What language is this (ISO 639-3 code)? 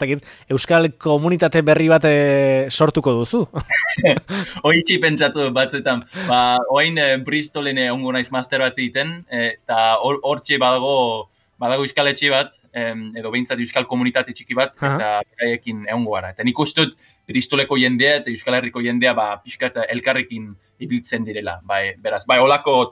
eus